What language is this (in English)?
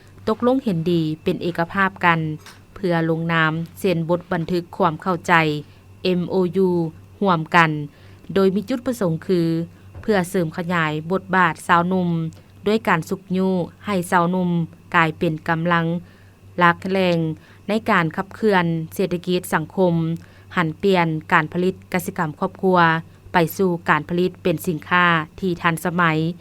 Lao